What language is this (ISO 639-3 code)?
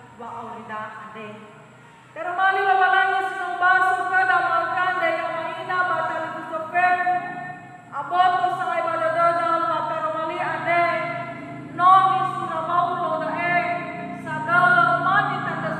nia